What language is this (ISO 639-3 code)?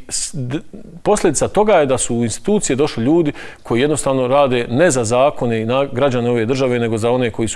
bos